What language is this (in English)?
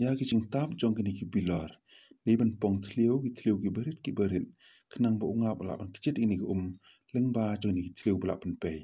Khasi